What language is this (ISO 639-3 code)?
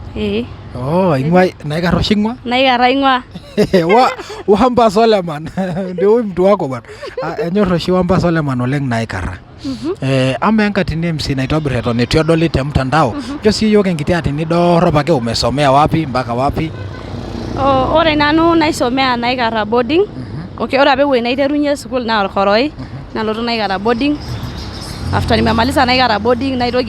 mas